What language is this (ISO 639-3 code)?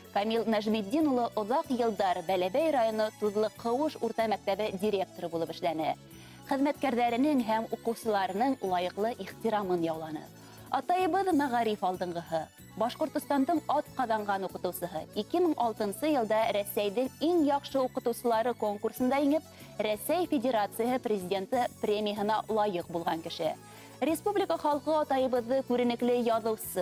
bak